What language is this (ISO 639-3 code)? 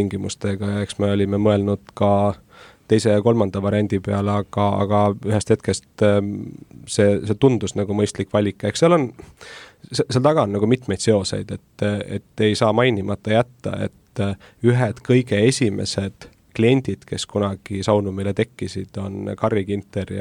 est